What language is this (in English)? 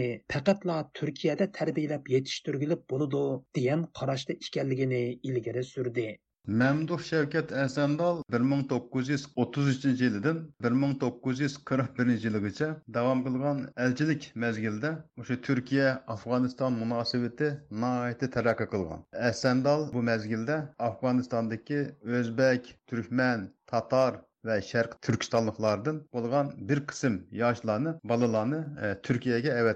Uyghur